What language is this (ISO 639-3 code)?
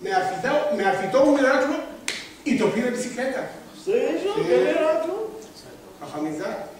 lad